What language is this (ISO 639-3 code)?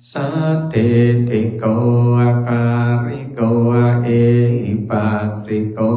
pli